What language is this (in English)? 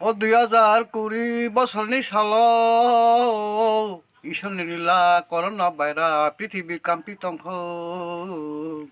Kok Borok